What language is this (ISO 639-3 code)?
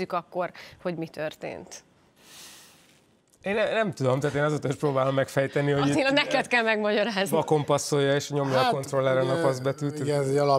hun